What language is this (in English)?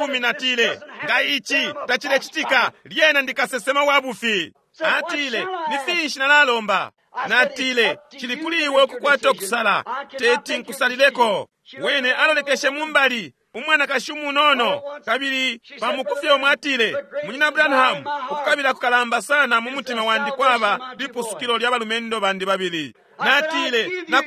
Bemba